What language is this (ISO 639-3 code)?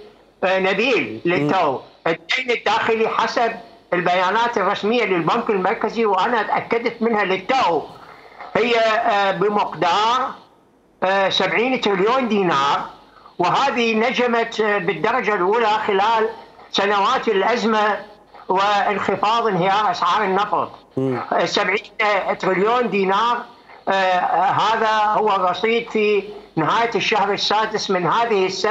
acm